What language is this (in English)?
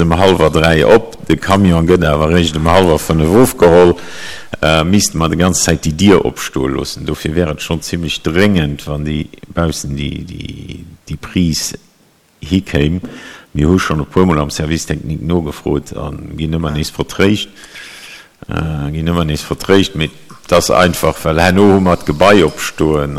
Luxembourgish